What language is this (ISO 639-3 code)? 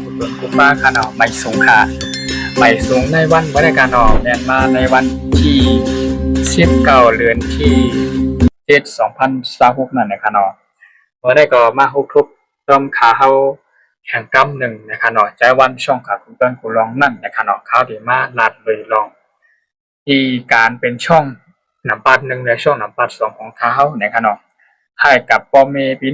shn